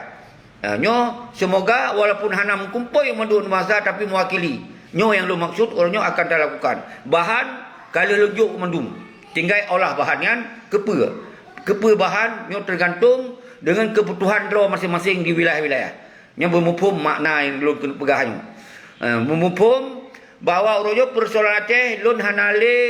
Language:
Achinese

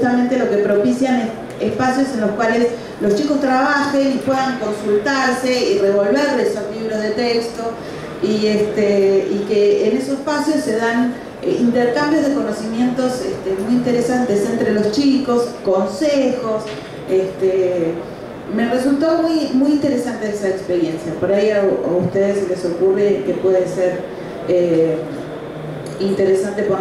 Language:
Spanish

